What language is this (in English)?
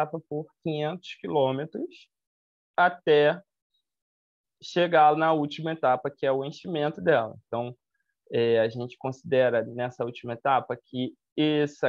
Portuguese